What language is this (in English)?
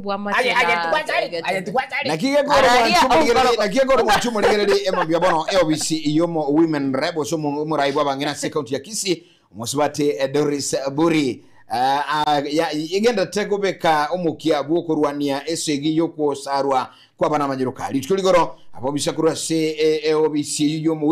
Gusii